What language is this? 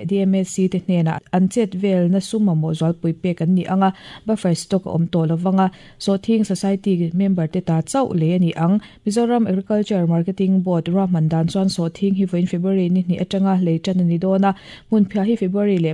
Mizo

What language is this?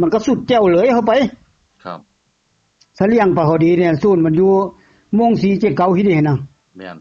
Northeastern Thai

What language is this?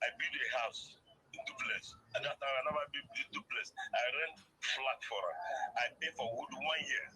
Nigerian Pidgin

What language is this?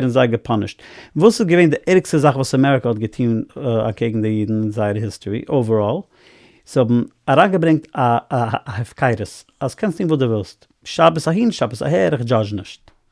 Yiddish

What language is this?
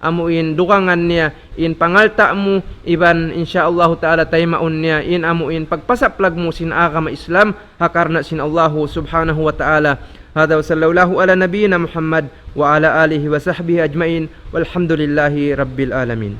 Tausug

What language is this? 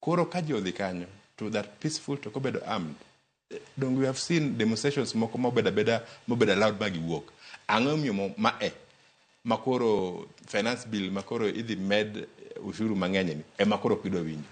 Luo (Kenya and Tanzania)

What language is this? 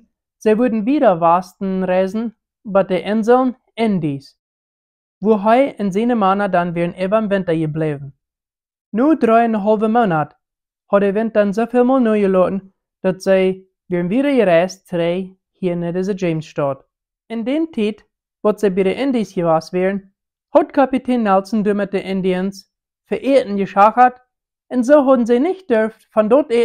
Plautdietsch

